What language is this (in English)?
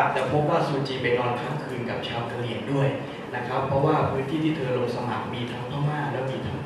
Thai